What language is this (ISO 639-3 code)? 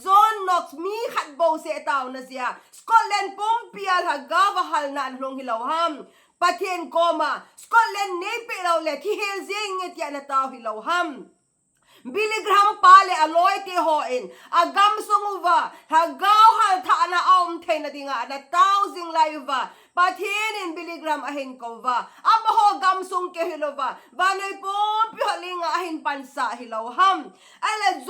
tcz